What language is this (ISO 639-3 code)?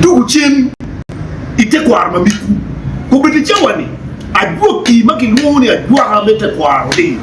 ach